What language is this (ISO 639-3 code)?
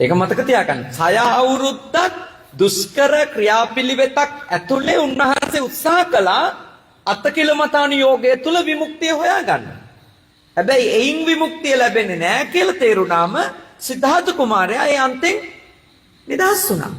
sin